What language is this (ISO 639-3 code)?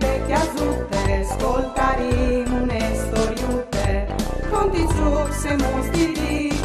fur